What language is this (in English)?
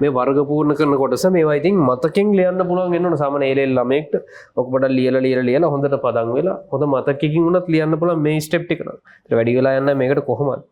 Sinhala